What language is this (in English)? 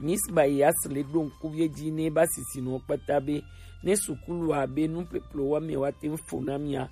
Gen